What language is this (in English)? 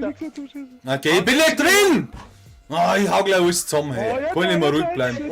Bavarian